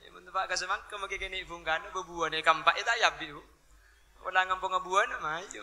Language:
Madurese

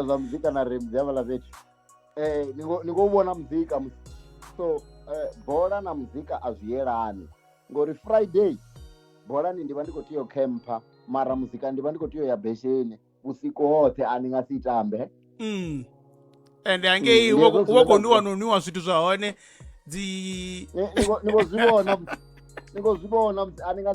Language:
Venda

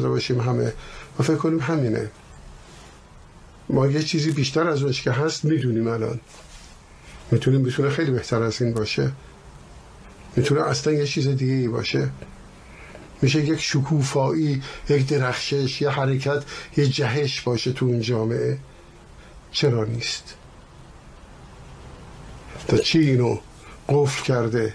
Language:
Persian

